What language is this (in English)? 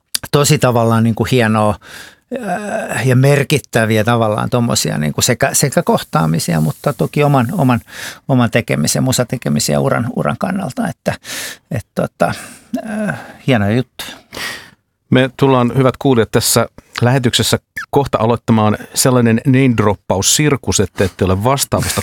Finnish